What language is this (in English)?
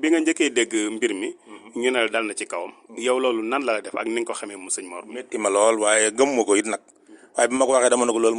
Wolof